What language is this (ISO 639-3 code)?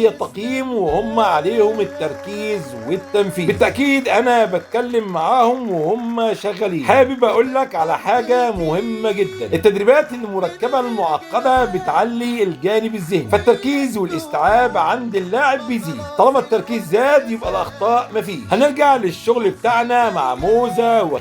arz